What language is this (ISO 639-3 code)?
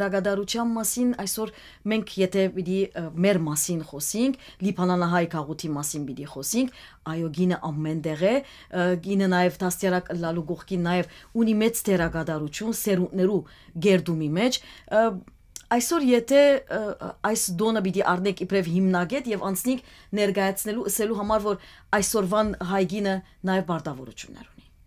hyw